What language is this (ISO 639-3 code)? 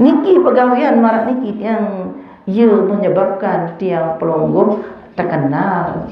sas